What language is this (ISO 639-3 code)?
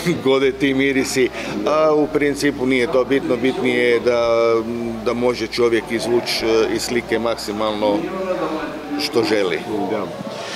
hrv